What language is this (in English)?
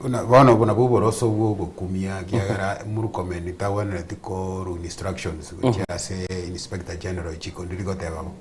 Gusii